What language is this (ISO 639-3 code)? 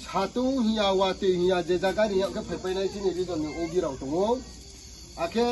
ria